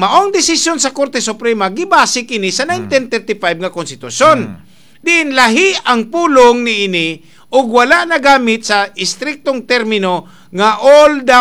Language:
Cebuano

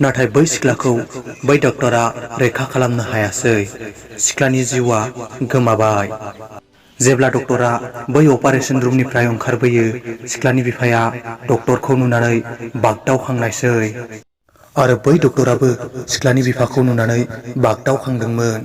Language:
Bodo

